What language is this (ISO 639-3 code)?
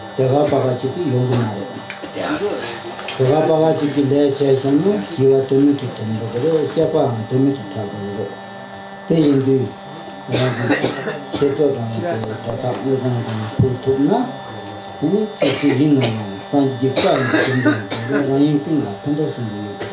bod